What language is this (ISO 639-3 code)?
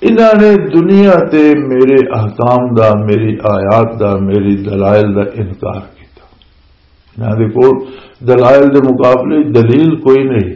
lah